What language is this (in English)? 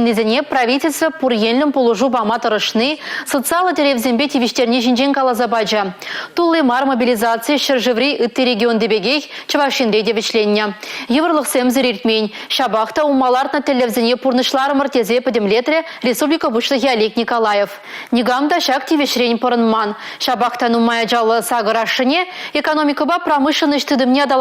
Chuvash